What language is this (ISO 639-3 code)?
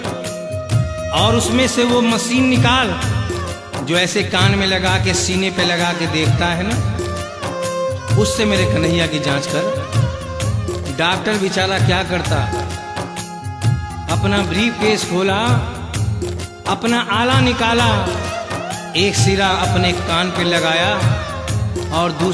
hin